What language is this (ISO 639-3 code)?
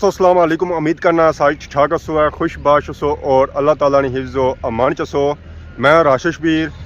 phr